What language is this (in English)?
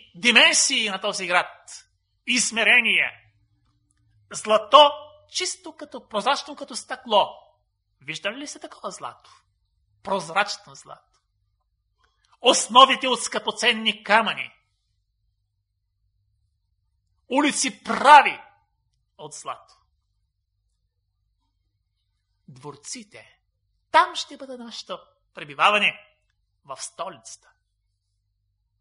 Bulgarian